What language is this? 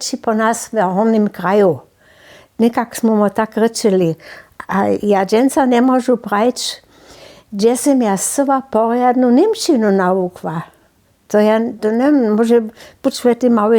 Upper Sorbian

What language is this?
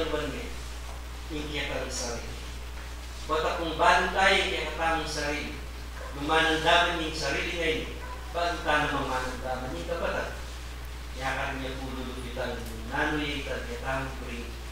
Pampanga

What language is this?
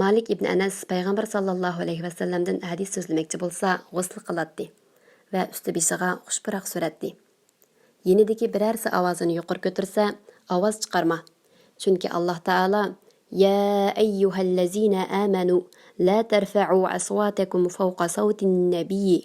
Uyghur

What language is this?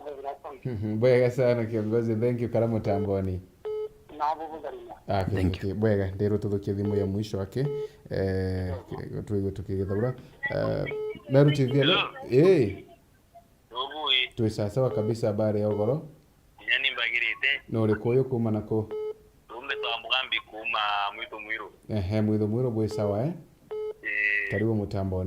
Meru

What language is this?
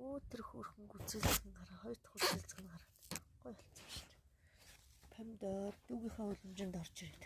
Mongolian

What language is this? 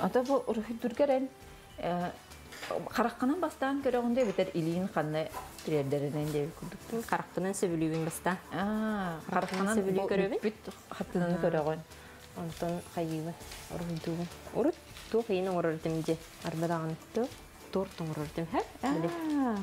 Yakut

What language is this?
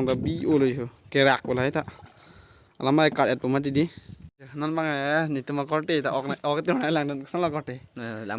Karbi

